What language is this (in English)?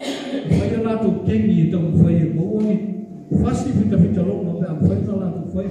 Samoan